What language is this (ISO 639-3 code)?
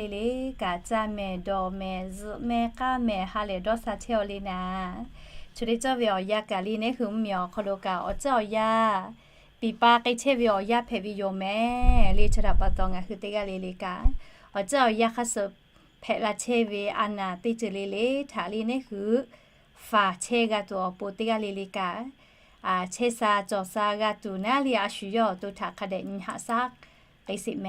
lhu